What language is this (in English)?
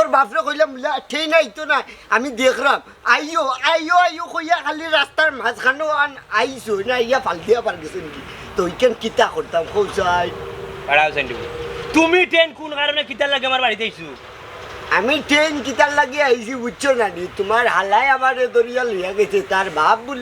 Sylheti